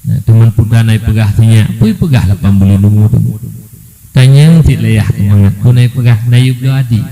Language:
Achinese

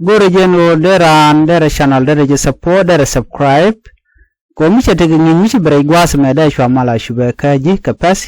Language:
Nuer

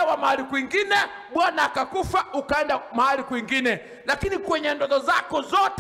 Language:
Swahili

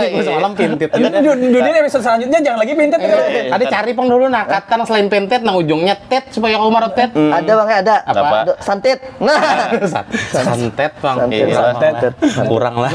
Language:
Banjar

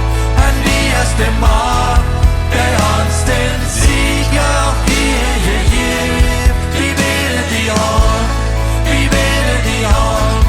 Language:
Plautdietsch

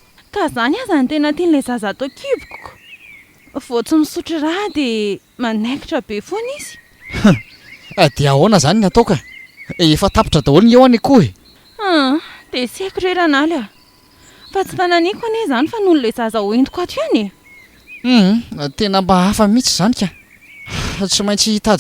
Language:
Malagasy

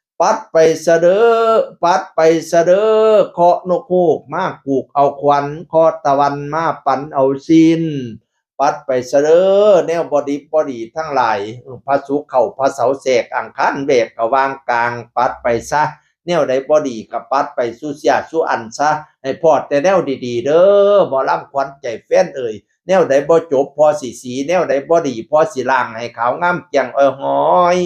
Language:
Northeastern Thai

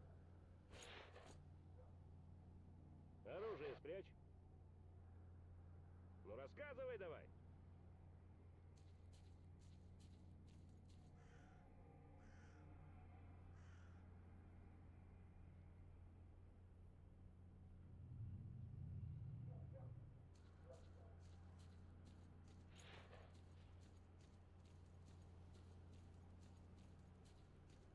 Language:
Russian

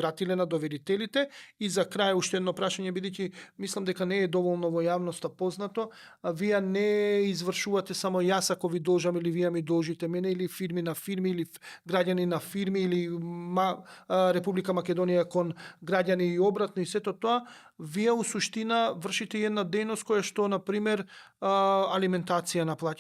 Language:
Macedonian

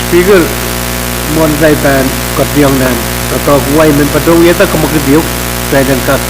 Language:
Pohnpeian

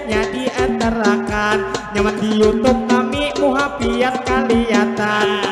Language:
Banjar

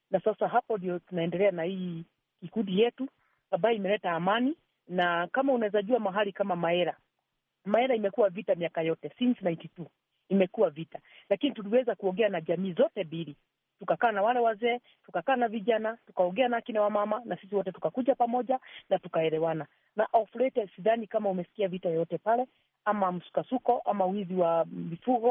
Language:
Swahili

